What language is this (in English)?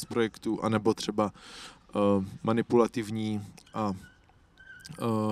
Czech